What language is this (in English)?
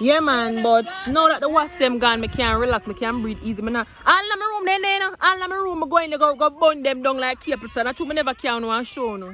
Jamaican Creole English